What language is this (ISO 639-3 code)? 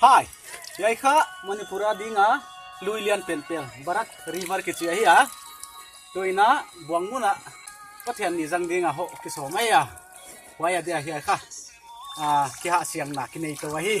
pck